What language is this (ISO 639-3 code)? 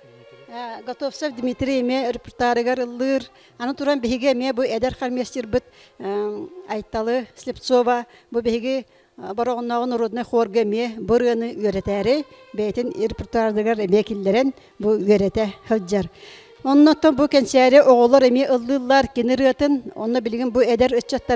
sah